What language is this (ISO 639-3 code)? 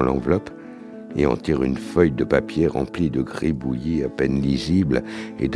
fra